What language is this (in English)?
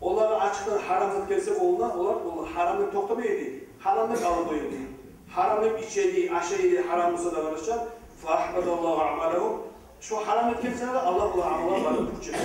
Kumyk